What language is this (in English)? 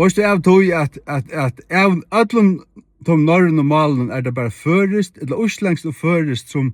Faroese